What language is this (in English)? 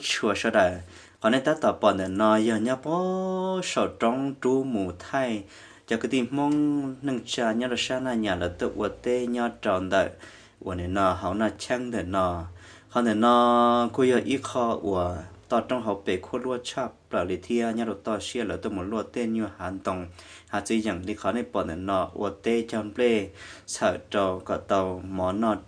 Hmong